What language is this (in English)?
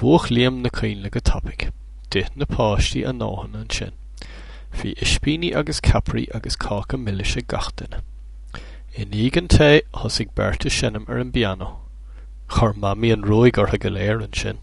Irish